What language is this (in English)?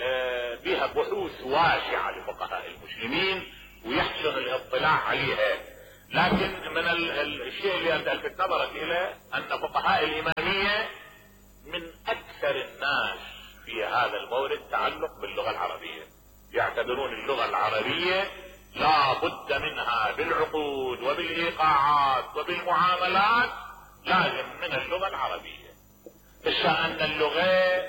Mesopotamian Arabic